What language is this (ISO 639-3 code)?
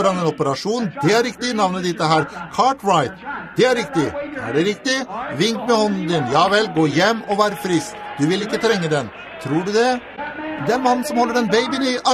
nor